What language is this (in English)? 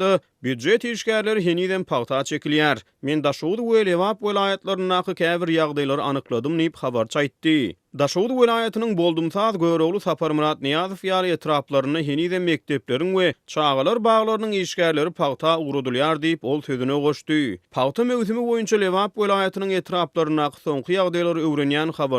Turkmen